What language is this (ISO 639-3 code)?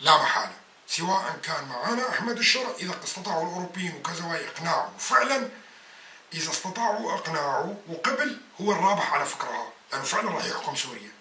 apc